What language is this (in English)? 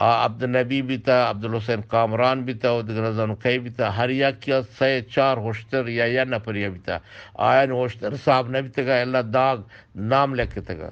Eastern Balochi